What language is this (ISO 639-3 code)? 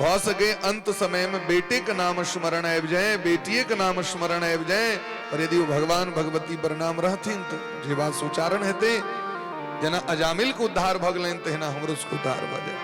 mai